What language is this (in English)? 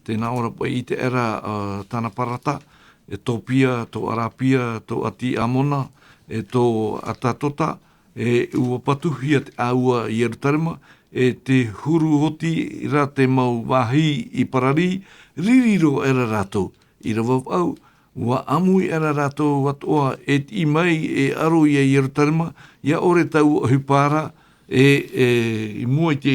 Tahitian